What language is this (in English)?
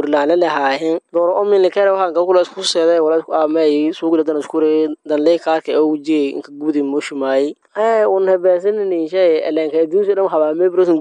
Somali